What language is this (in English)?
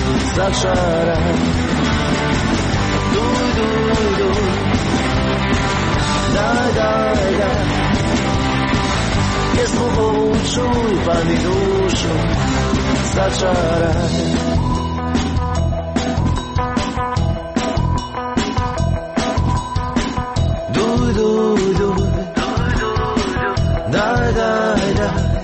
Croatian